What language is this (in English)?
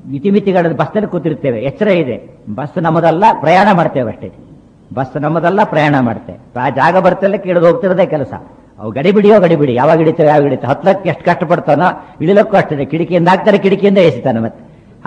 Kannada